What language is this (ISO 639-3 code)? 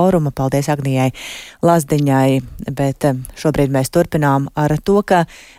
lav